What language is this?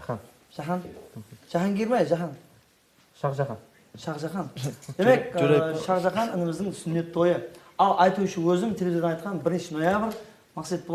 Kara-Kalpak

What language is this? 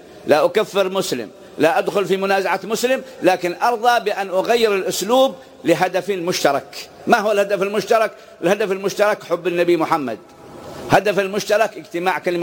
Arabic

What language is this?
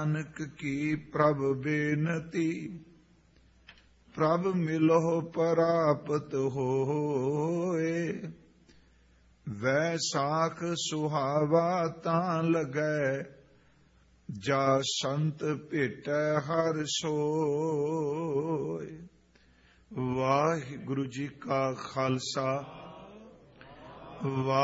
Punjabi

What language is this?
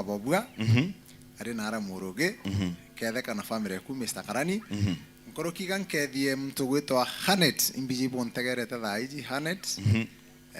Meru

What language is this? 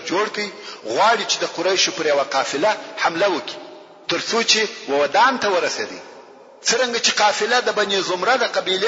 Pashto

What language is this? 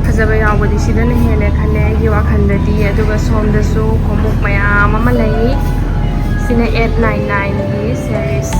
Manipuri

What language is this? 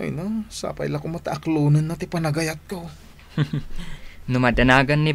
Iloko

